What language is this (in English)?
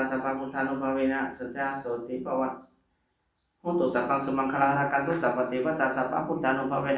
Pali